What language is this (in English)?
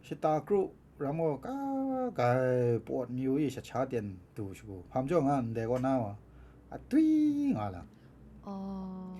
Kachin